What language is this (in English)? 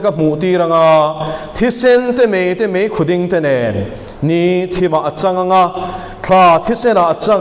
Mizo